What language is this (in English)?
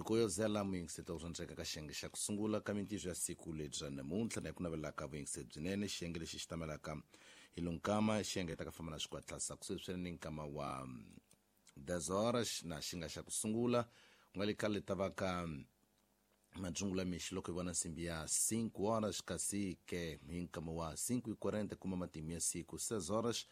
Tsonga